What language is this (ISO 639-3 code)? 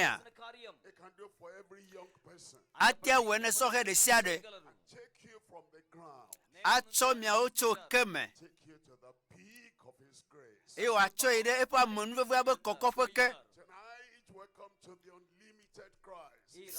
ewe